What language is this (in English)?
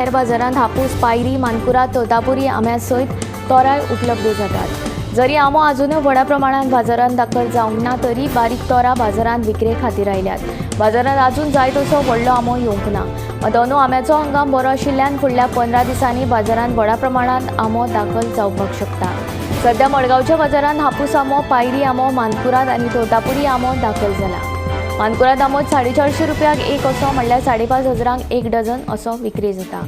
Konkani